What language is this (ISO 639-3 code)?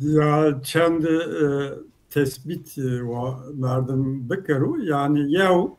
zza